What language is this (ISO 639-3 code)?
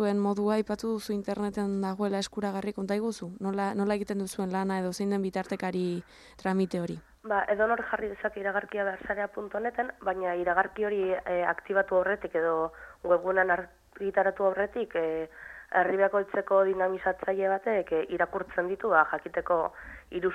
eus